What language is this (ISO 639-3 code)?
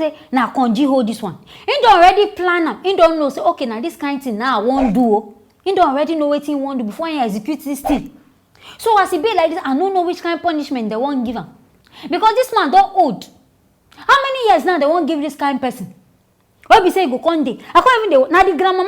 pcm